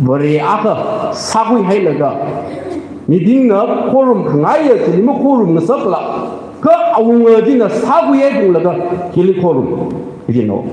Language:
Tangkhul Naga (India)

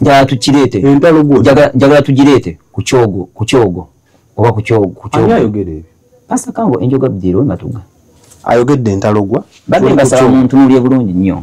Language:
Ganda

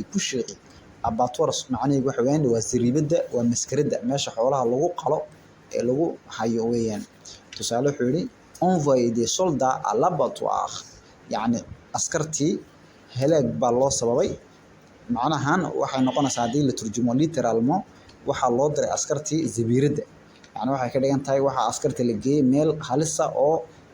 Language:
Somali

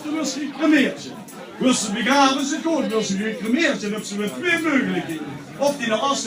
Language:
Limburgish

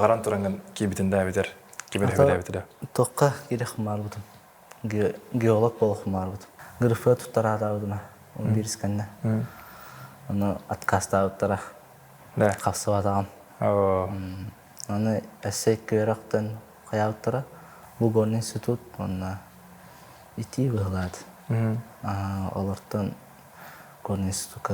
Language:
Yakut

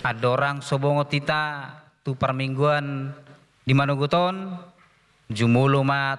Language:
Batak Toba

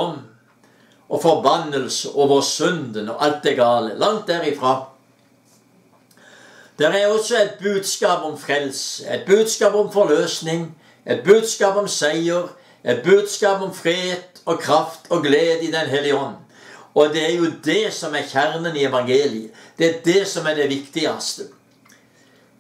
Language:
Norwegian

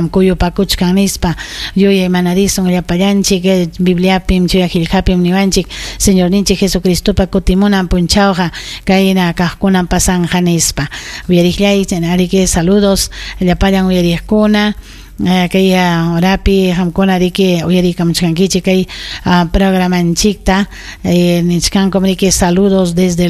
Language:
Ayacucho Quechua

